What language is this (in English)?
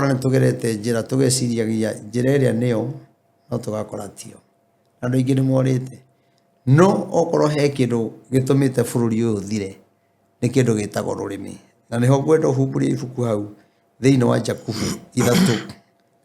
Kikuyu